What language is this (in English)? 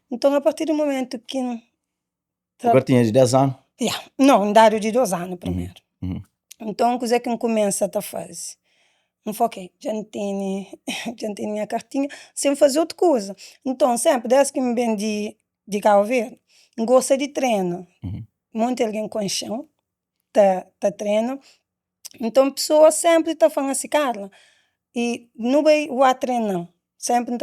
Kabuverdianu